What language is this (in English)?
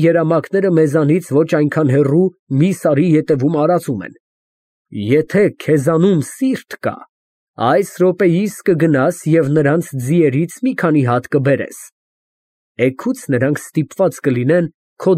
Armenian